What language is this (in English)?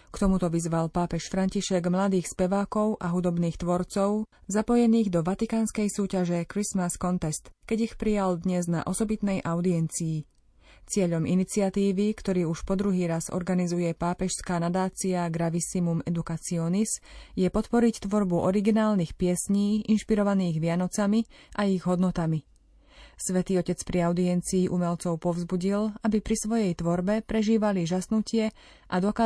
Slovak